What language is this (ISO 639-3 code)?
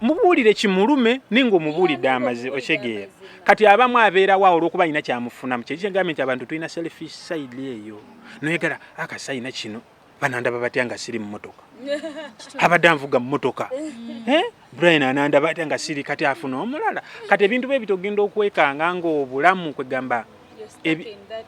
lug